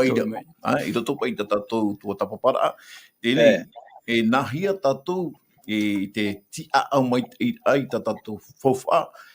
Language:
Tahitian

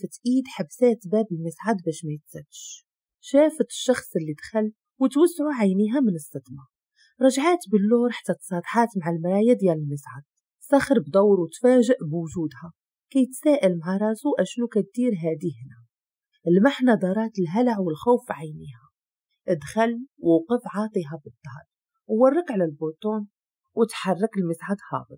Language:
Moroccan Arabic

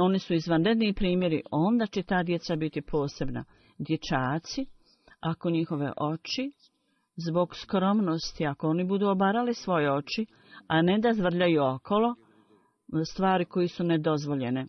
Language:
Bosnian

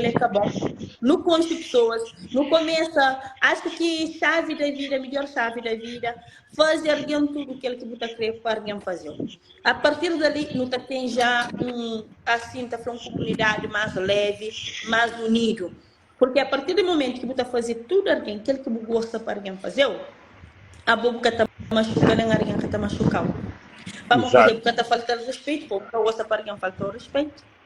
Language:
Kabuverdianu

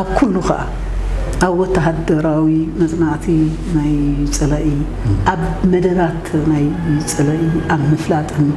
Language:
Tigrinya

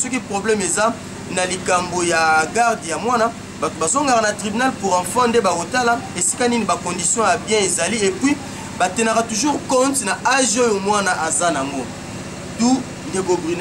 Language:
Lingala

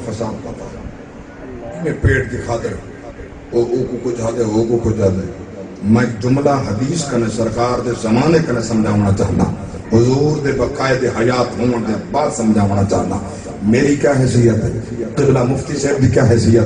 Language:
Saraiki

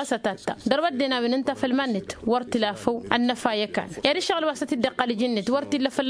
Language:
Tamasheq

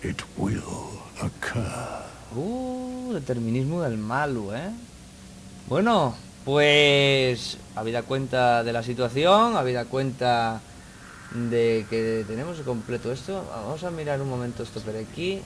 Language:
Asturian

